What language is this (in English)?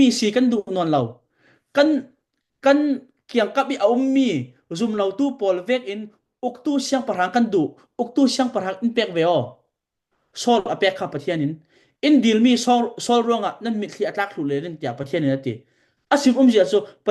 Falam Chin